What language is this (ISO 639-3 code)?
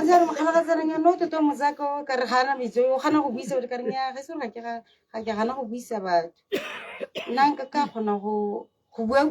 tsn